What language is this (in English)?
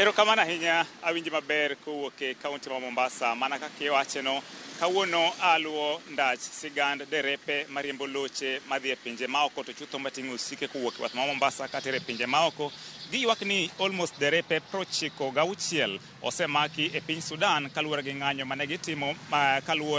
Luo (Kenya and Tanzania)